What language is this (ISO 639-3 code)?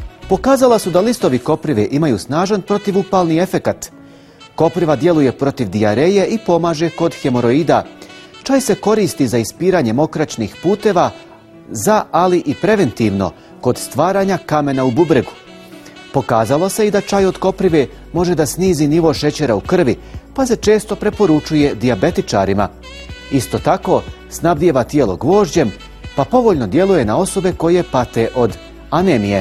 bos